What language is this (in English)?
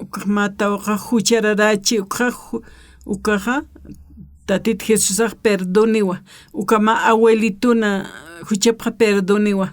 Aymara